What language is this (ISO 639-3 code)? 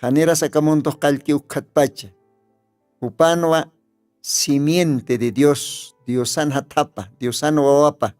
aym